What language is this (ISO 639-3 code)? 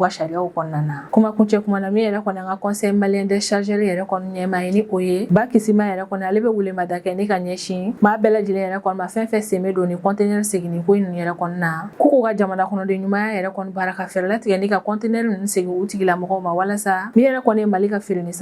bam